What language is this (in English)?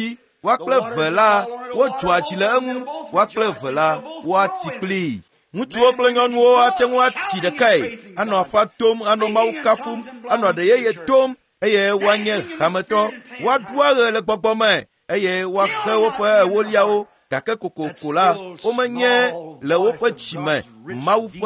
Ewe